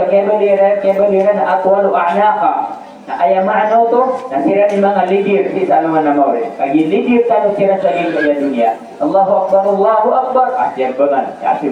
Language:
Maranao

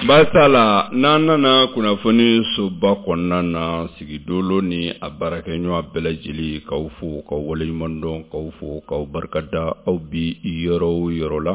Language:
Bambara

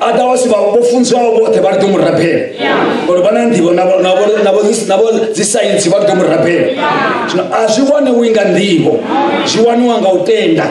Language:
Venda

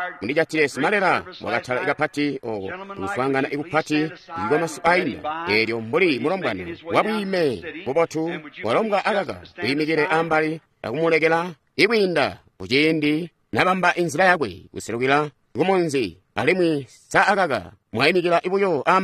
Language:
Tonga (Zambia)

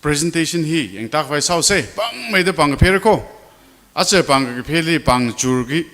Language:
Tangkhul Naga (India)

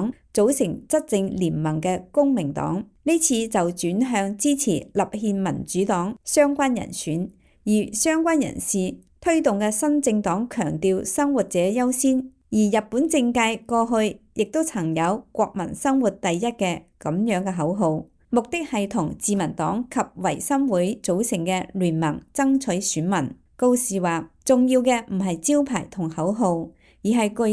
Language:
Cantonese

